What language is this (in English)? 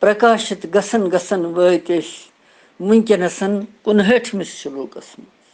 Kashmiri